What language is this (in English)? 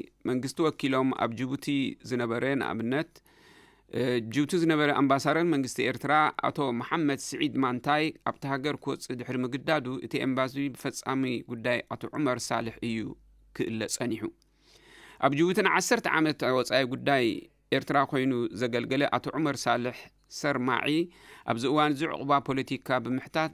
Tigrinya